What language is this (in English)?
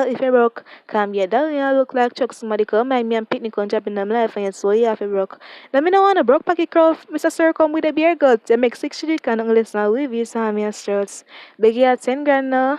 Jamaican Creole English